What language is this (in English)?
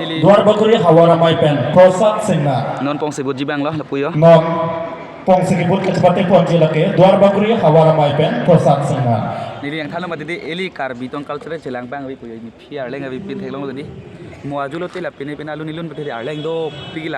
Karbi